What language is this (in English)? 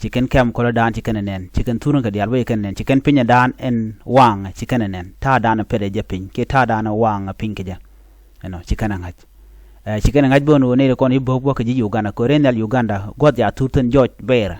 Nuer